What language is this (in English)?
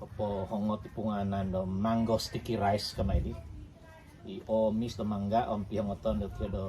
Central Dusun